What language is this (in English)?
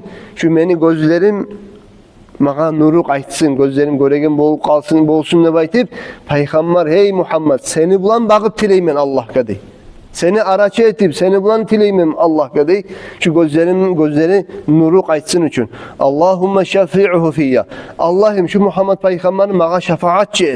Kumyk